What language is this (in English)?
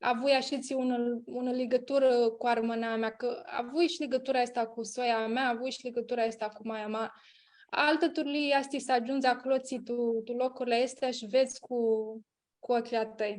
Aromanian